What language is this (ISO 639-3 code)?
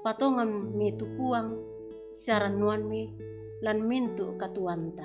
sda